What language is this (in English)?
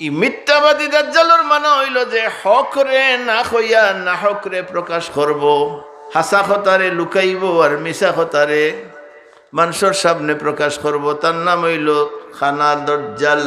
Sylheti